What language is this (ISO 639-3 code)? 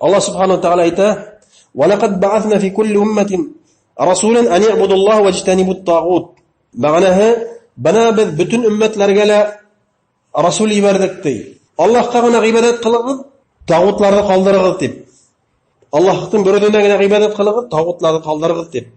bak